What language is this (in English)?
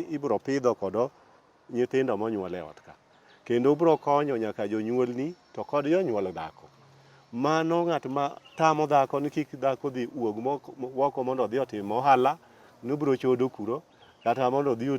Luo (Kenya and Tanzania)